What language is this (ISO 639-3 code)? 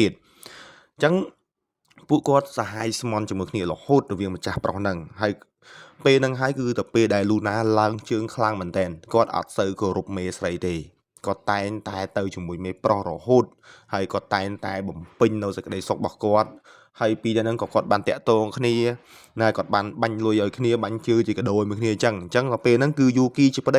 khm